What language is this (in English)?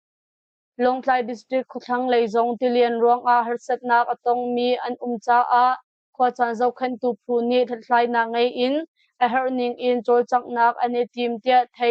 Hakha Chin